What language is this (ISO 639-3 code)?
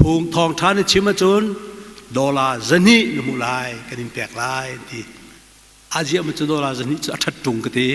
cnh